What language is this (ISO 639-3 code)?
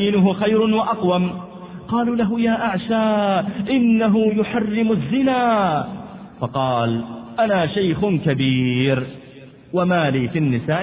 ara